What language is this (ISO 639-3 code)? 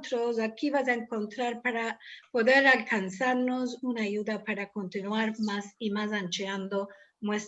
lad